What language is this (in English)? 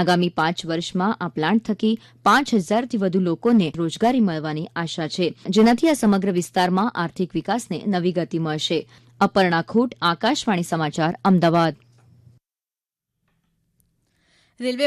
Gujarati